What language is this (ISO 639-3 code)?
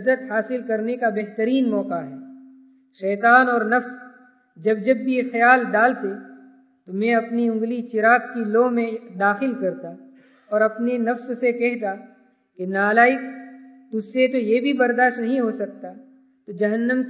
urd